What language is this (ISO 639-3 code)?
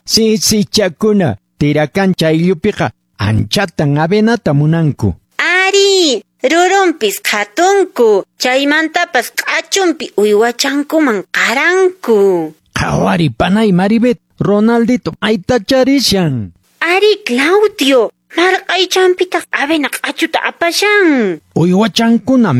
que